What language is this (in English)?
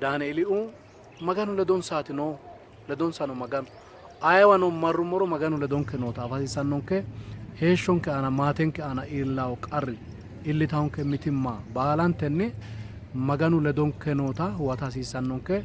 Sidamo